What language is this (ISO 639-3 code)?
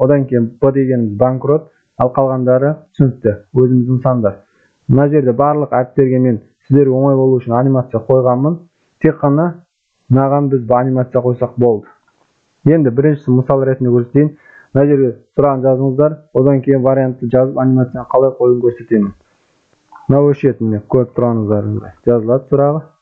kaz